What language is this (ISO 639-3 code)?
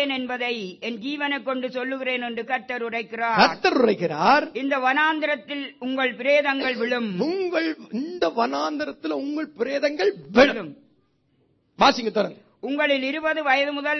tam